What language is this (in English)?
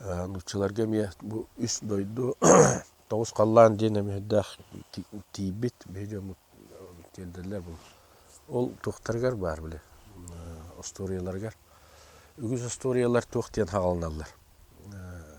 Yakut